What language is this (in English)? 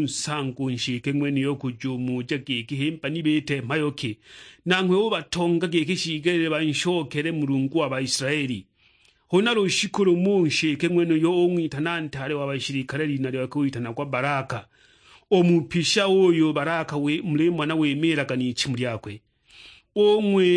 Sukuma